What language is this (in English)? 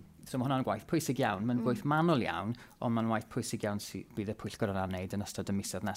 Welsh